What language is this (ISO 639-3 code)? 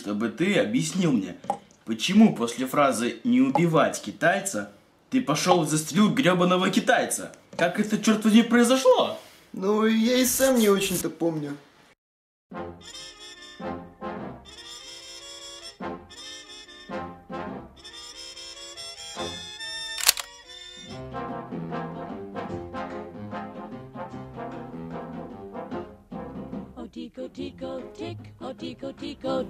rus